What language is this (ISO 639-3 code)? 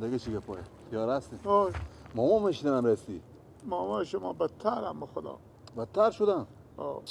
fas